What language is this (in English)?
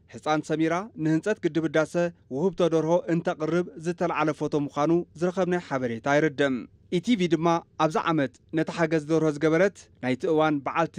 Tigrinya